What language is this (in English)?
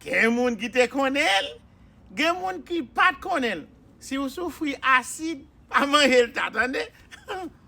Haitian Creole